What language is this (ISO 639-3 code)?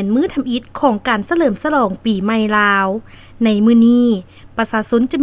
lao